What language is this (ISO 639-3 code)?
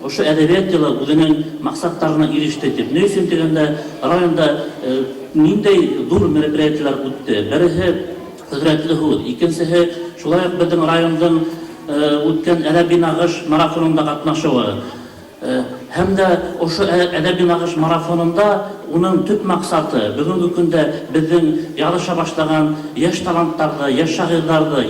bak